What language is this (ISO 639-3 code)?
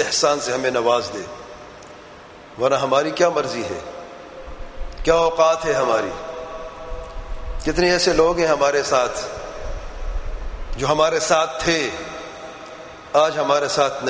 urd